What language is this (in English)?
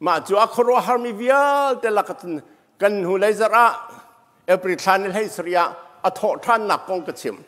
Hakha Chin